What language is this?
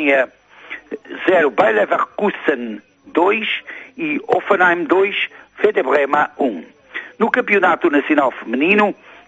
Portuguese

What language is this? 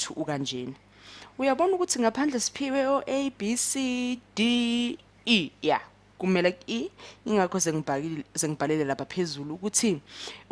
Zulu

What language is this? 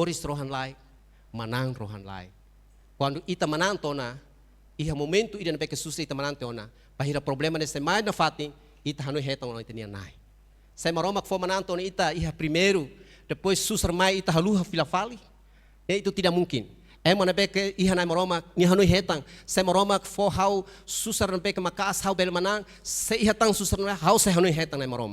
Tetum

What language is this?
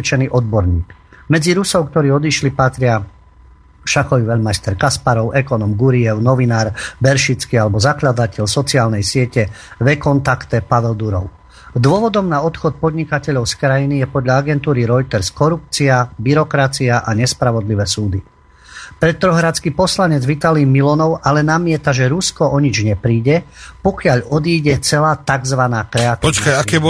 Slovak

